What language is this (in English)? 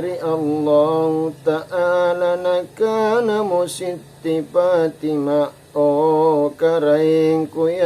Makasar